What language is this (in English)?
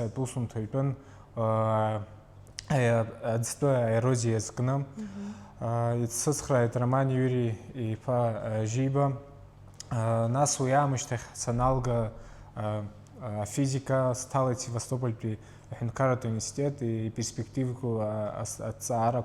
Abkhazian